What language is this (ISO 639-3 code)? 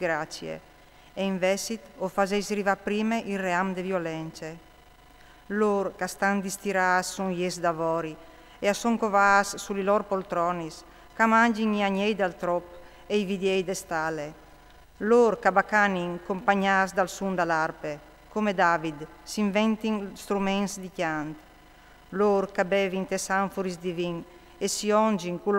fur